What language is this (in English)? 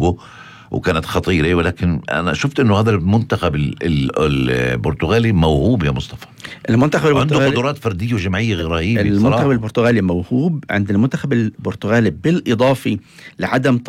North Levantine Arabic